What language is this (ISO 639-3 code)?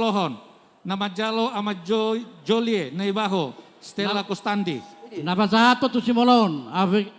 bbc